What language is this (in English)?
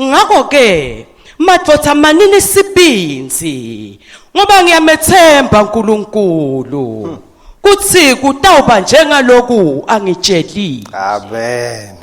Swati